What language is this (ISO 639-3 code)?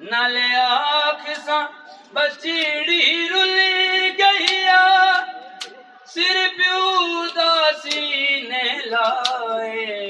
skr